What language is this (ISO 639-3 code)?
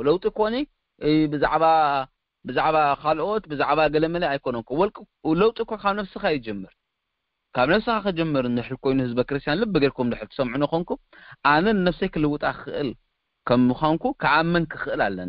tir